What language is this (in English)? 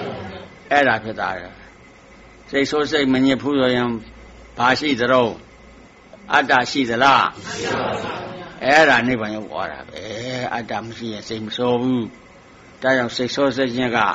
Burmese